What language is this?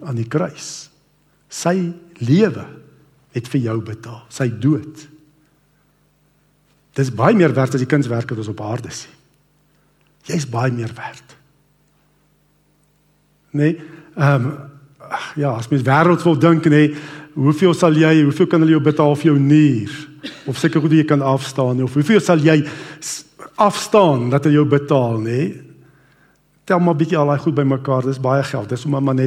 Afrikaans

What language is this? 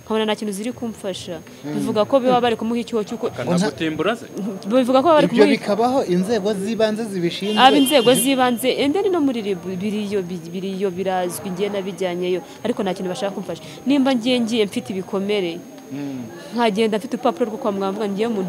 Kinyarwanda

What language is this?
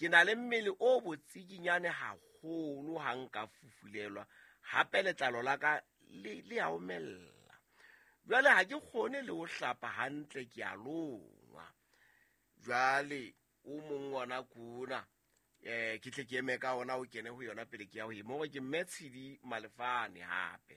Southern Sotho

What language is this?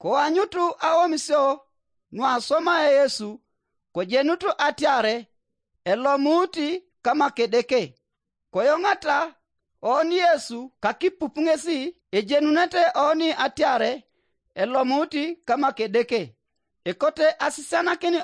Teso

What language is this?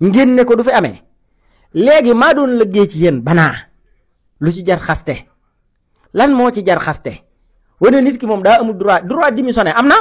Wolof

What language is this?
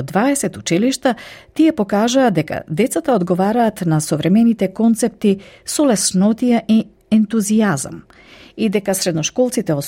Macedonian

